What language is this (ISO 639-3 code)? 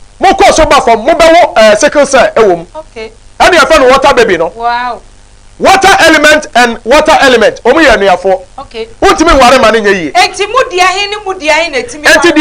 aka